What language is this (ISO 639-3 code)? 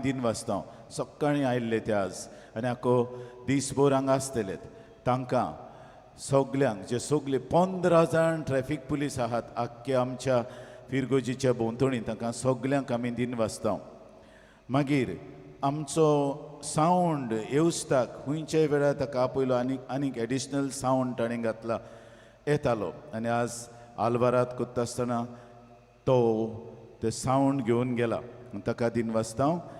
kok